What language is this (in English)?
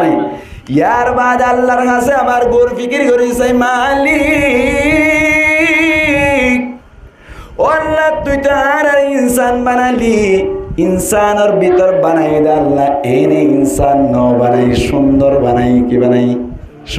Rohingya